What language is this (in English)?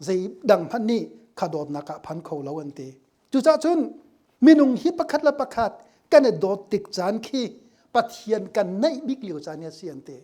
Hakha Chin